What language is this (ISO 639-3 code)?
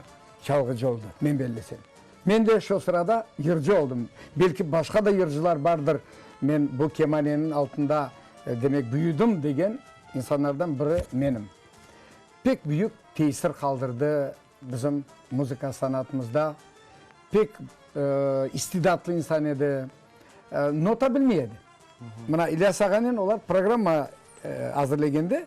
crh